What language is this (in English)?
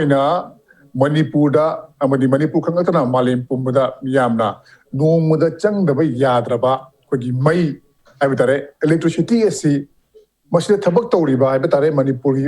Manipuri